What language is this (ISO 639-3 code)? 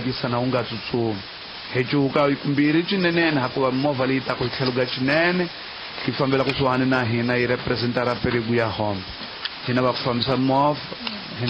tso